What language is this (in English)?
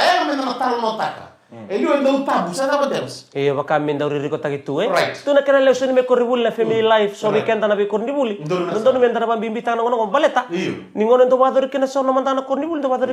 Fijian